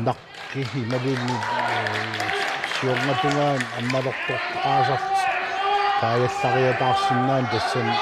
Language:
Kalaallisut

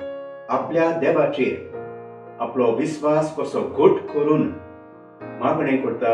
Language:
Konkani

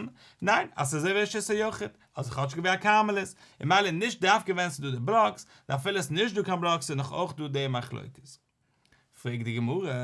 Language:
Yiddish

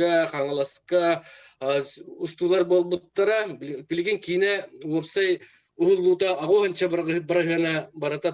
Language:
Yakut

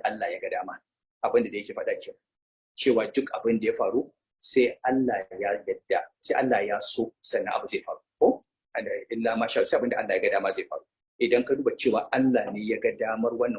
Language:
Hausa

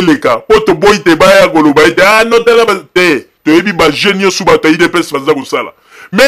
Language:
Lingala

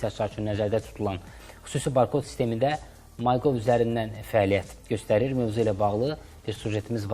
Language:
Azerbaijani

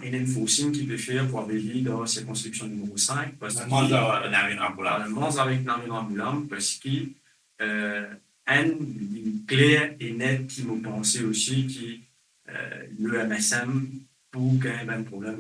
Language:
Morisyen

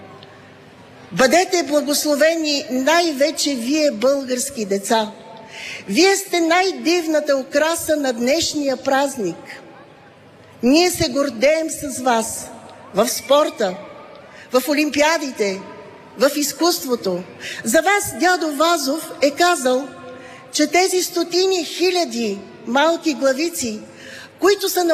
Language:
Bulgarian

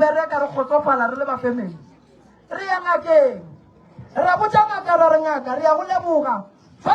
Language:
Northern Sotho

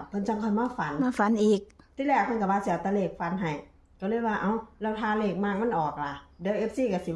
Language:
Northeastern Thai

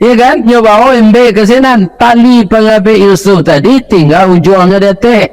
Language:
Minangkabau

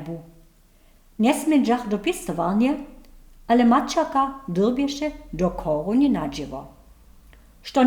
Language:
Upper Sorbian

